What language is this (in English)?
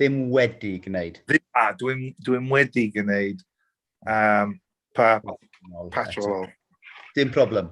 Welsh